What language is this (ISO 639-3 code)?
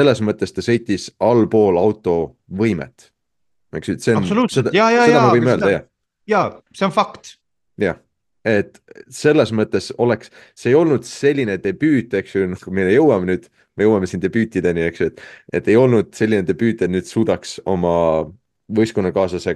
est